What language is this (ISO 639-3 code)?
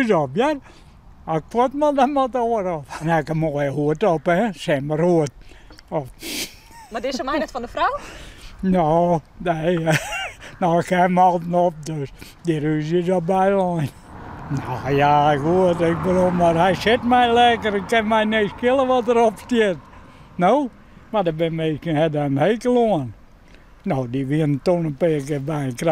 fry